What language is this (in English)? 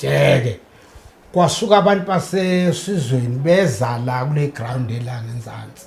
Zulu